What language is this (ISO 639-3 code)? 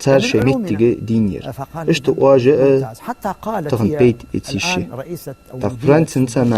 inh